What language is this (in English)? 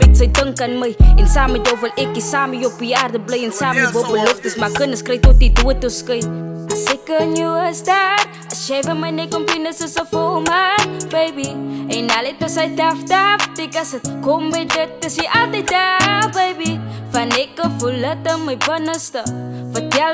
Afrikaans